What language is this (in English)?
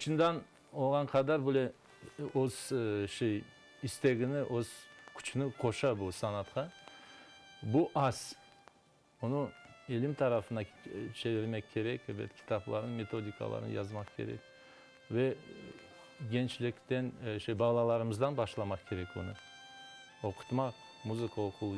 Crimean Tatar